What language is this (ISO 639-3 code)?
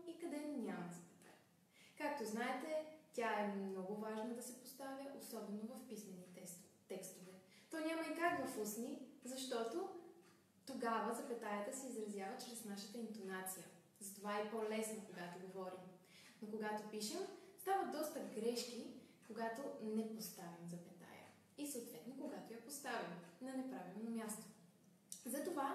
bul